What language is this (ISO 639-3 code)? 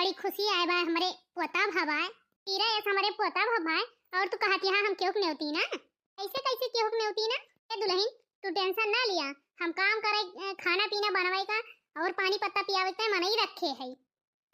awa